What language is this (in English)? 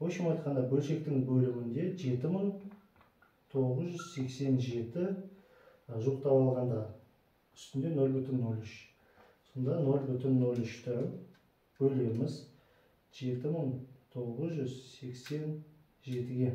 Kazakh